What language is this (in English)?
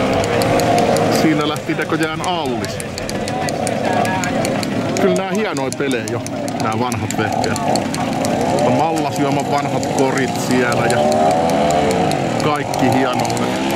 Finnish